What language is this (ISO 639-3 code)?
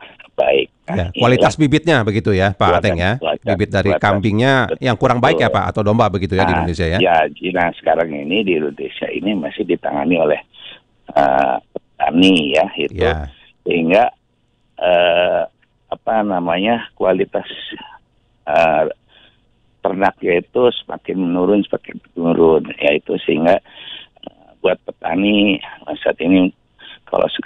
ind